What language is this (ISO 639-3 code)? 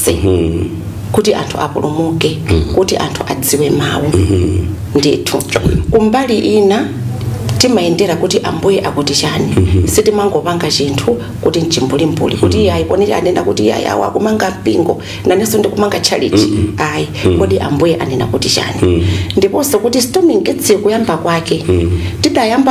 nya